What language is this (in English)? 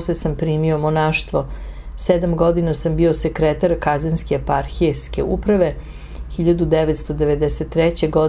Serbian